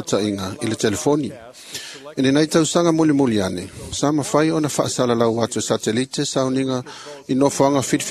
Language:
Samoan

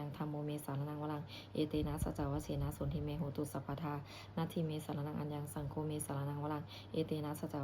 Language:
Pali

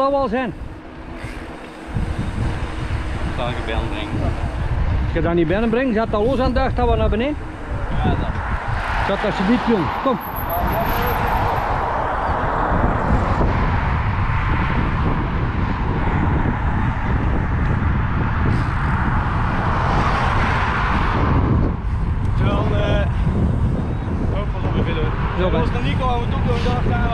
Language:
Dutch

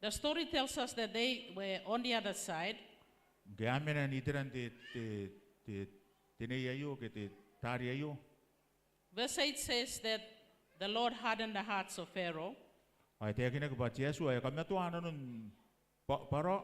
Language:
Gilbertese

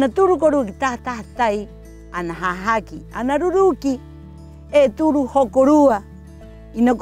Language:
Rapanui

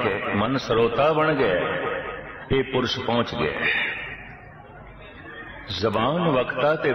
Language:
Punjabi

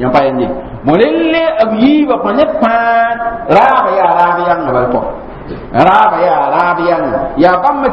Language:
Mossi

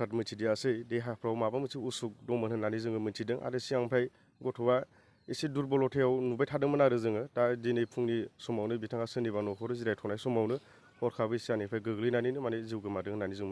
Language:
Bodo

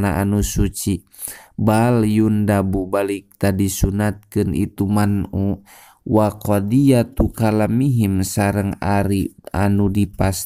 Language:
Sundanese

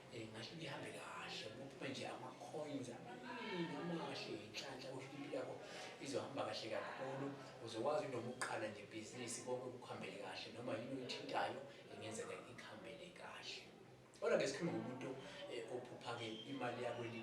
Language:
Zulu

